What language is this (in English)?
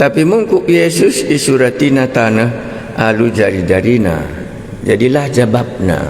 Batak Karo